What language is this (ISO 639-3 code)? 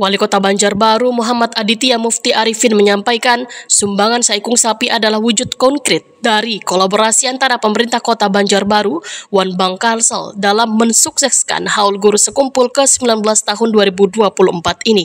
bjn